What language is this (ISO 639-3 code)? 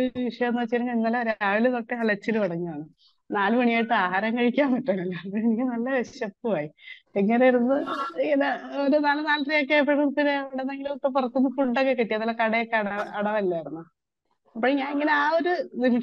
mal